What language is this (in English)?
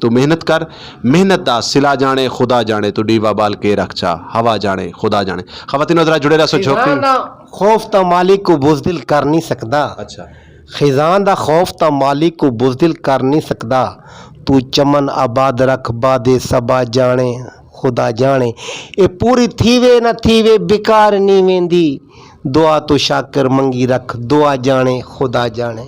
Saraiki